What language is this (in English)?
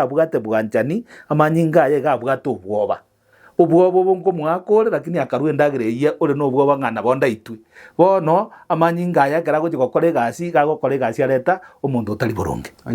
Gusii